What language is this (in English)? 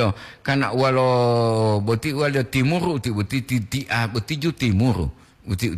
Gorontalo